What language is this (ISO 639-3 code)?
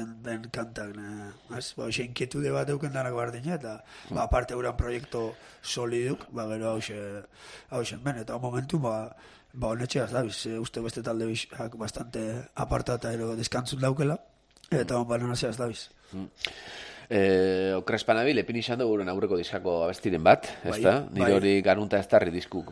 eus